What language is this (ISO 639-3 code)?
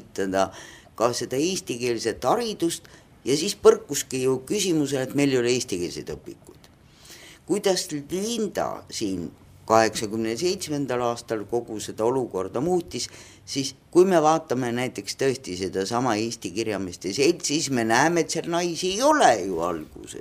est